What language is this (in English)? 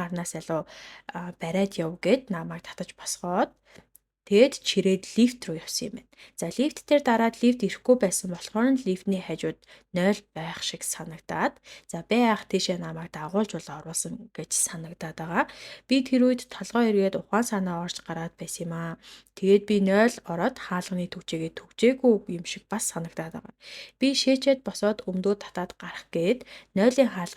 Mongolian